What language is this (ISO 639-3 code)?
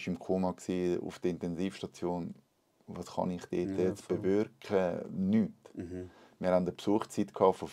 gsw